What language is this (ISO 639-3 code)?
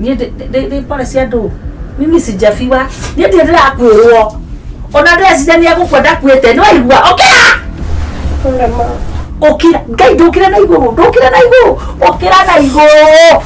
kik